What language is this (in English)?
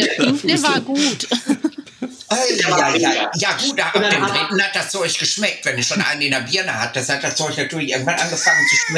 Bavarian